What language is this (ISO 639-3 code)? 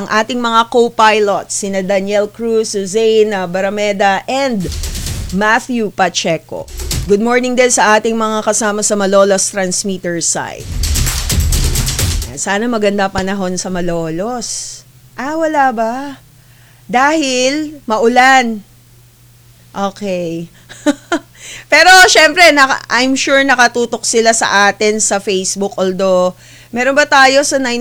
fil